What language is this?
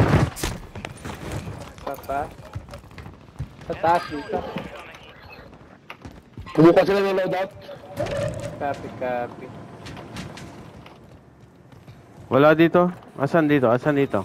Filipino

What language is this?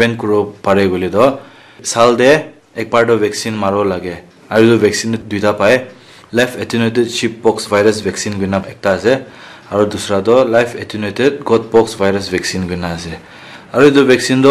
Naga Pidgin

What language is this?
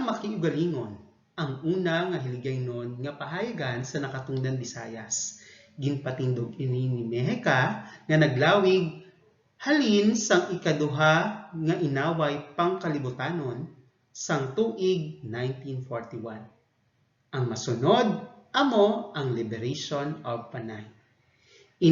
Hiligaynon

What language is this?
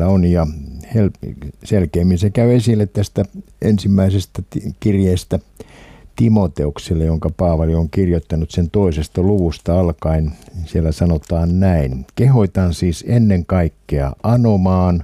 Finnish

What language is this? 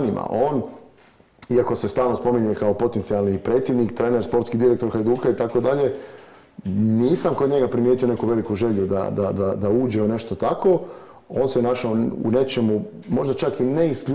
Croatian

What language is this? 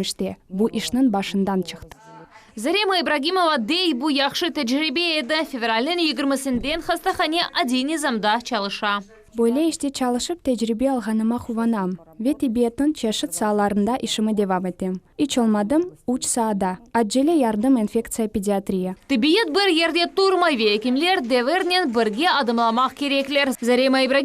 Crimean Tatar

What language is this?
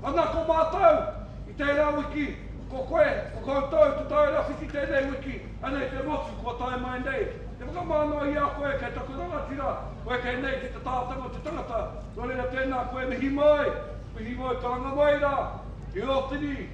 Māori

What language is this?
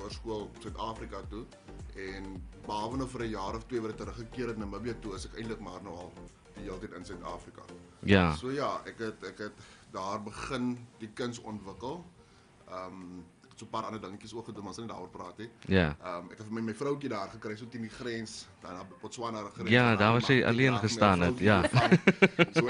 Afrikaans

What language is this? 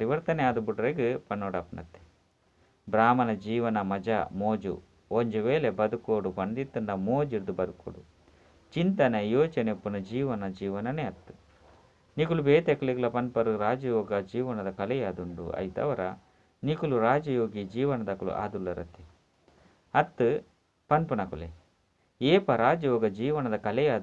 Tulu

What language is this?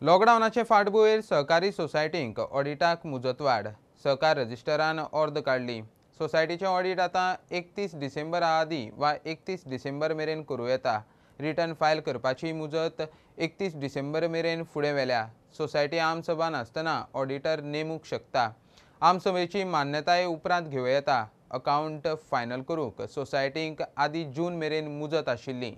Konkani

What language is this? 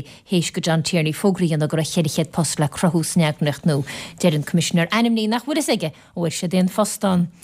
Irish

